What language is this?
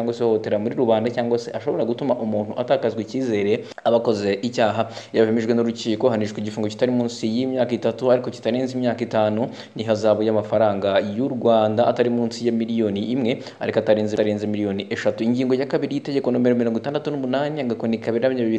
Kinyarwanda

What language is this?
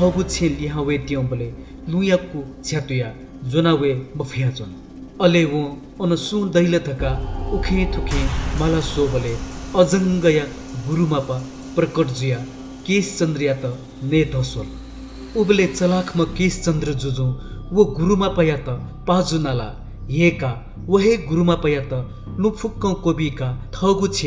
Newari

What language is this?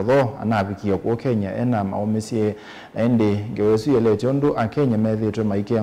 Kamba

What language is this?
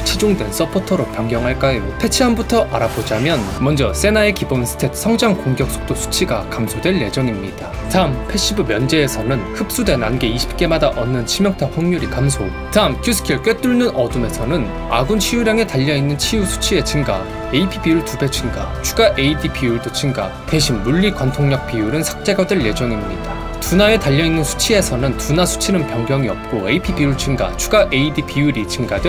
Korean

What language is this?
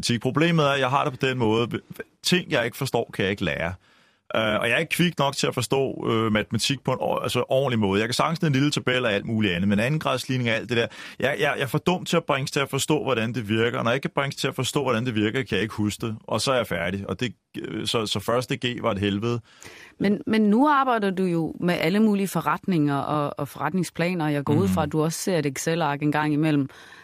Danish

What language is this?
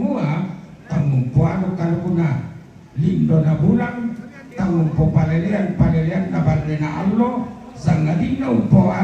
Toraja-Sa'dan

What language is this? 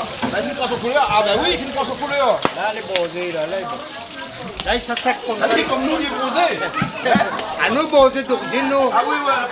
Réunion Creole French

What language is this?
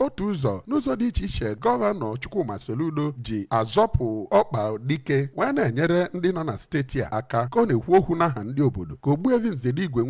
Igbo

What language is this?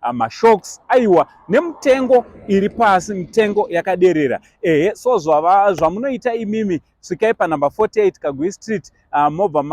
Shona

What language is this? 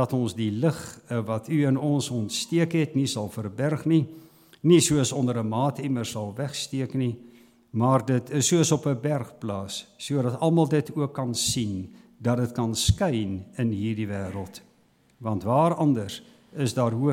Afrikaans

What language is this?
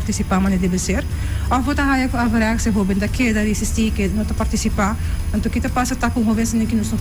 Papiamento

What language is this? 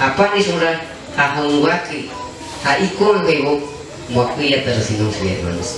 Shipibo-Conibo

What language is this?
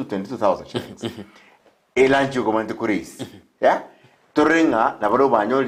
Gusii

